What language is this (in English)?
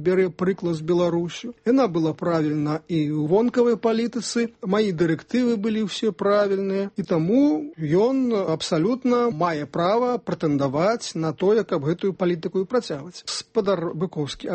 Belarusian